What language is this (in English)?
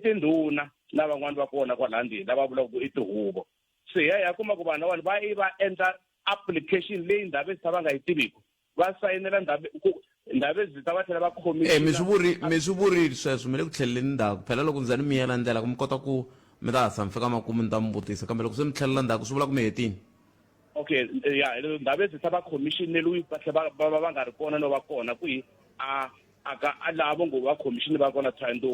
Tsonga